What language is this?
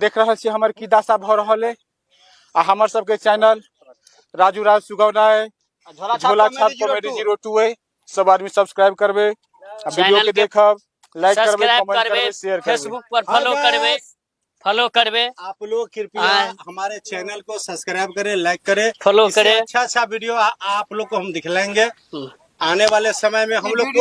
Maithili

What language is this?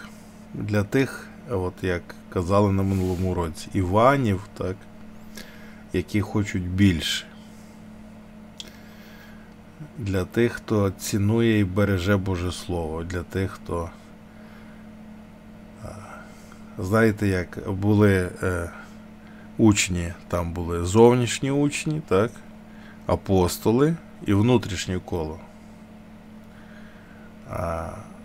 Ukrainian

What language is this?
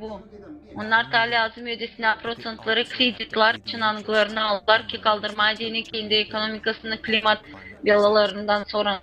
Gagauz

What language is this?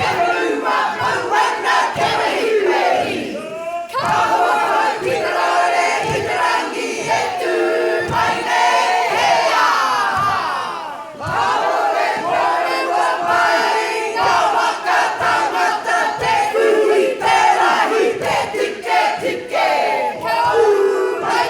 Māori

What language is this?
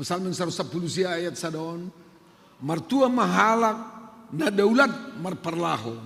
Batak Simalungun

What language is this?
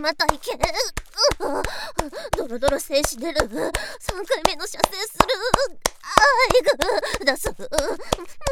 Japanese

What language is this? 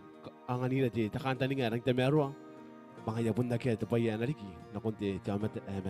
Gilbertese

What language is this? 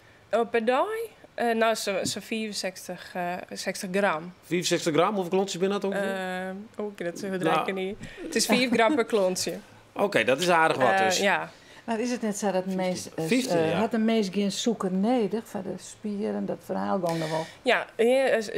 Western Frisian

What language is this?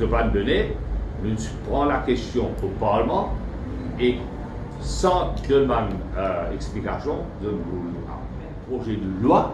Morisyen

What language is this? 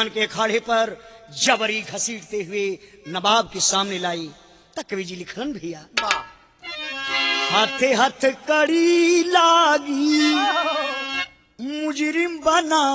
Bhojpuri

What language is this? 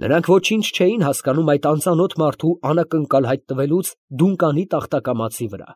Armenian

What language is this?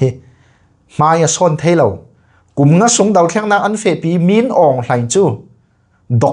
Falam Chin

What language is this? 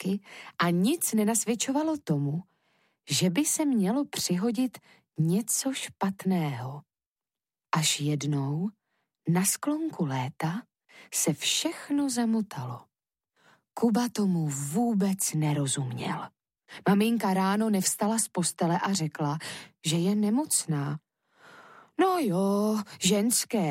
Czech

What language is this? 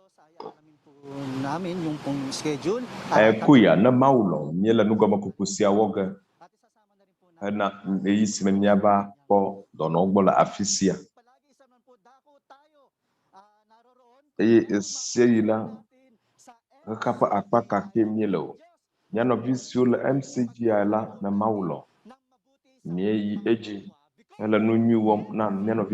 Ewe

